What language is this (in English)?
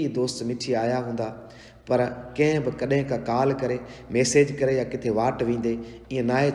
Sindhi